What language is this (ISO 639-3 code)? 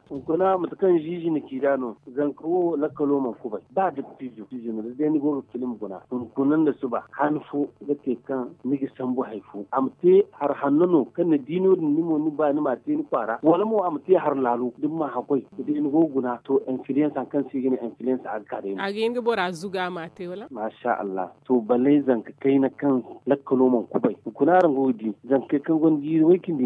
dje